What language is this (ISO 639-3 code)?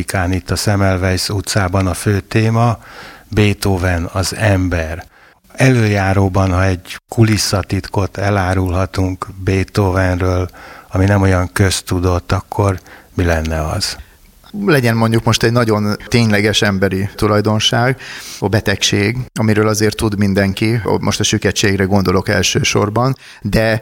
hun